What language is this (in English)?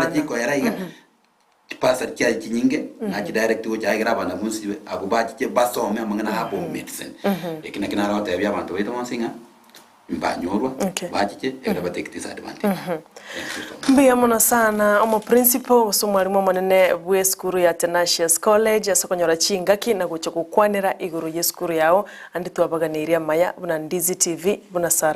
Gusii